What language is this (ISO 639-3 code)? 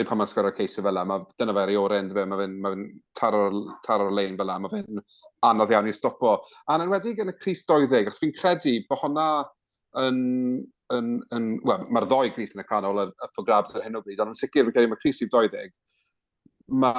cym